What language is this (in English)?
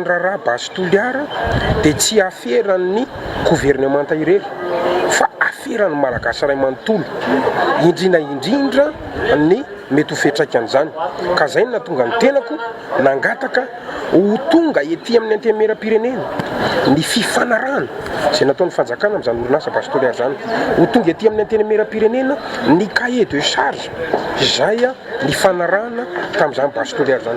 Malagasy